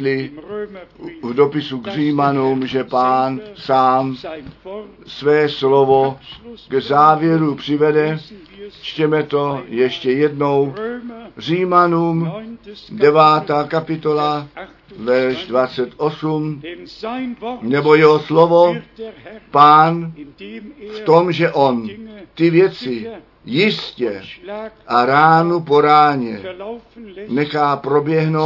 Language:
Czech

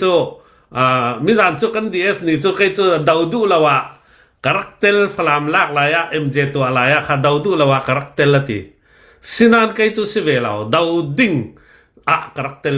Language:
Hakha Chin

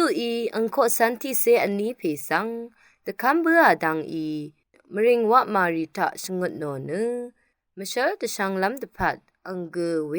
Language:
Rawang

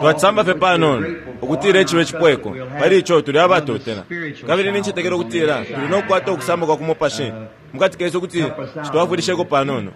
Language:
Bemba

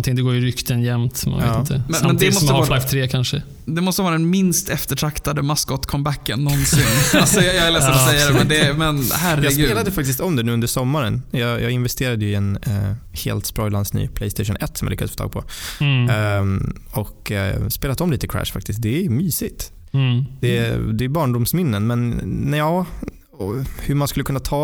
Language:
Swedish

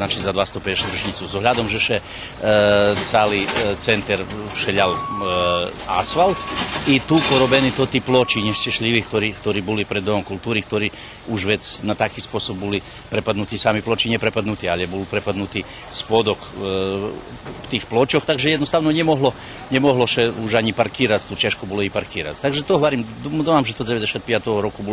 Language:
Rusyn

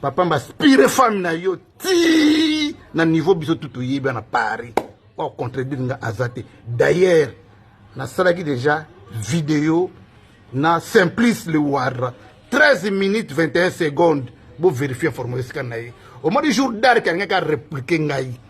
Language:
Lingala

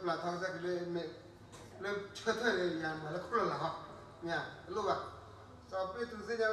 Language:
S'gaw Karen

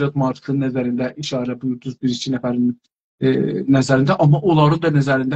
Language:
South Azerbaijani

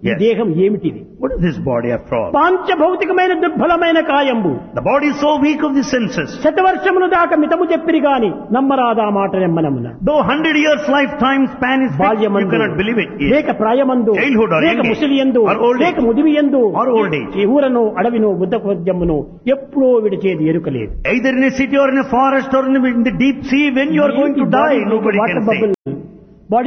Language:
Telugu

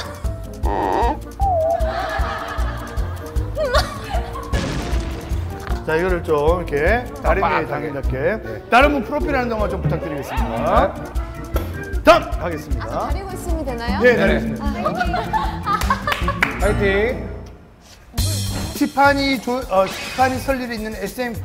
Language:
Korean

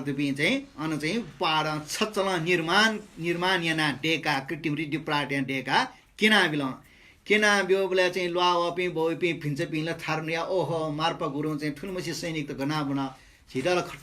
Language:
Newari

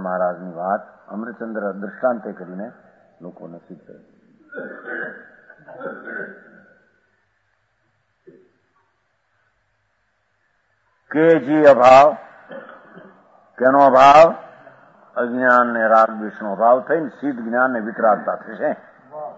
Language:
Gujarati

